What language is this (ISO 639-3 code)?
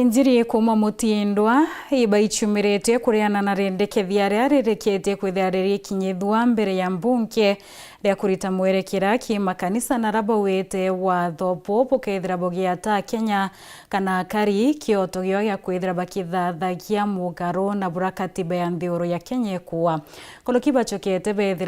mer